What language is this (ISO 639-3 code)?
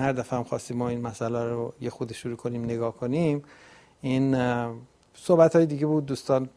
fas